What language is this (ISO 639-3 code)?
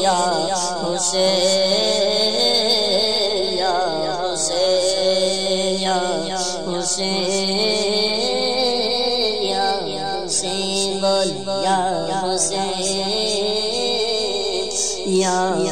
urd